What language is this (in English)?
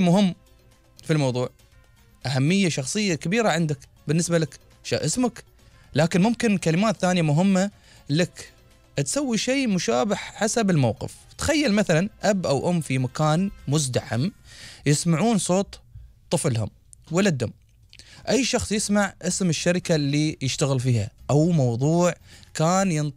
Gulf Arabic